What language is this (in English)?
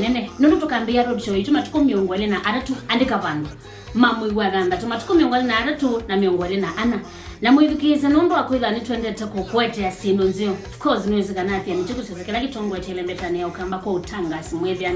Kamba